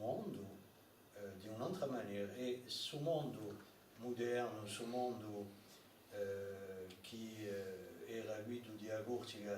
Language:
Corsican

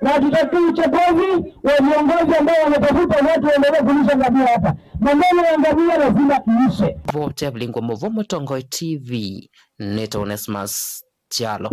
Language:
Kamba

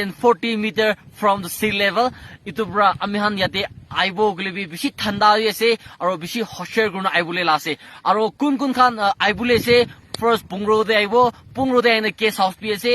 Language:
Naga Pidgin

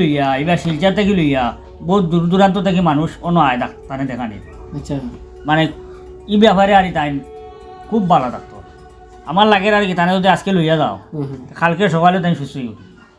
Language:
Sylheti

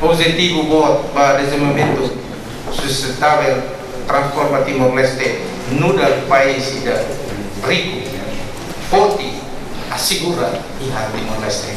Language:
Tetum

